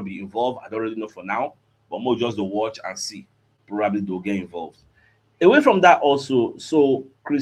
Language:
Nigerian Pidgin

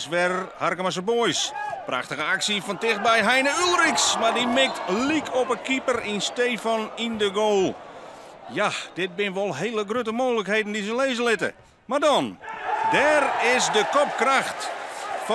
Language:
Western Frisian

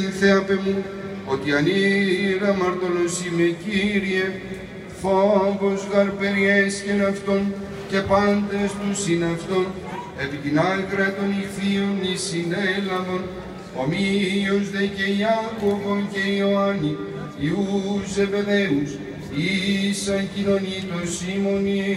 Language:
Greek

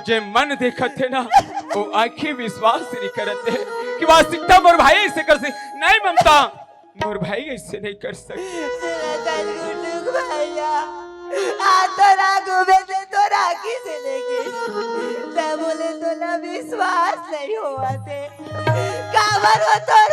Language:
Chhattisgarhi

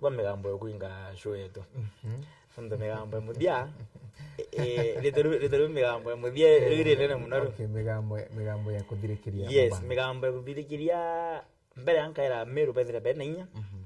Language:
Meru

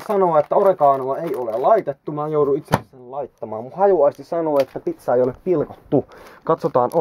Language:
Finnish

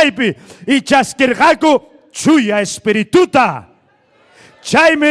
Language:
Ayacucho Quechua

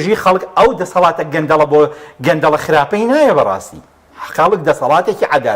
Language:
Central Kurdish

